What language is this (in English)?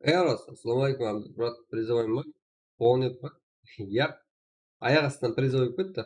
Kara-Kalpak